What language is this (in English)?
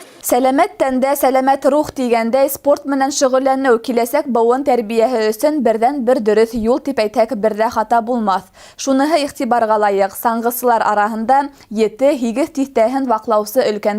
Bashkir